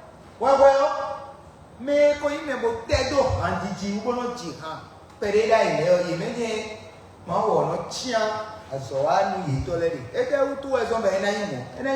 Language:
Fon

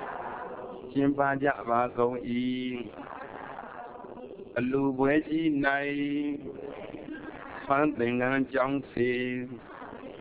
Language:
Burmese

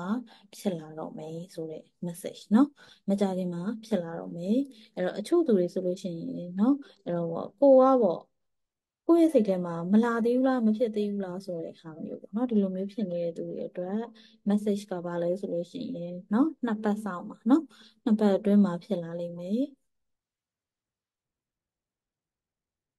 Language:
Burmese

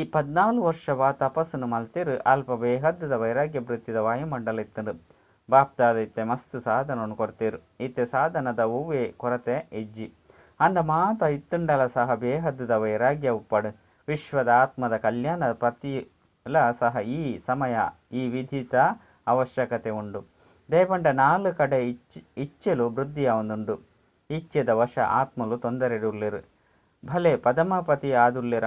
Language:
Tulu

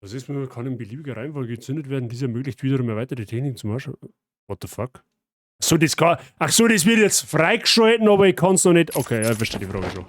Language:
Bavarian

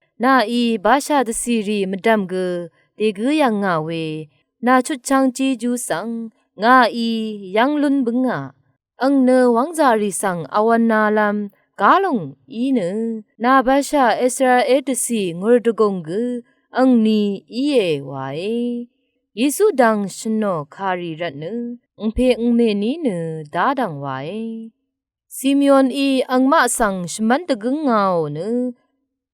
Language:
Rawang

